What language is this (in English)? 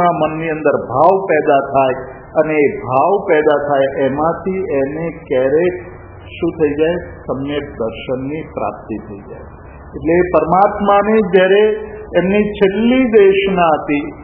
Gujarati